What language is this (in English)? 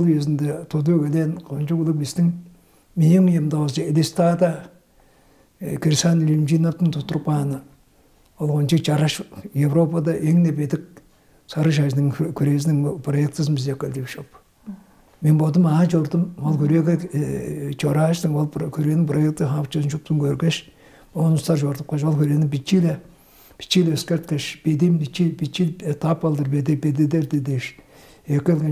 Tuvinian